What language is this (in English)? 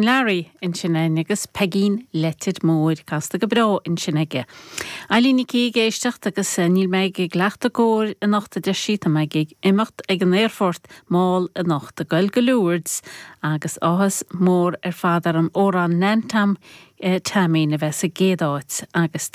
Irish